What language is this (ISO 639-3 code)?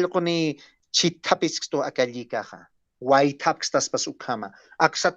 aym